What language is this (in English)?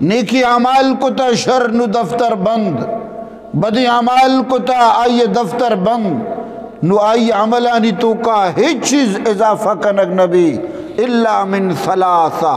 Eastern Balochi